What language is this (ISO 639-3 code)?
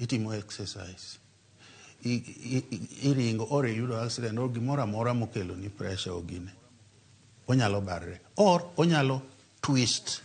luo